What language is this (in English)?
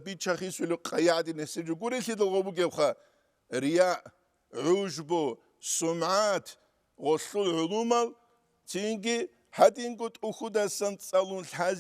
Avaric